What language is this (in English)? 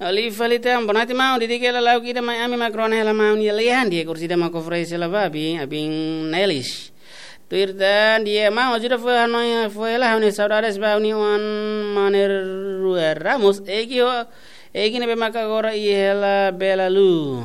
Tetum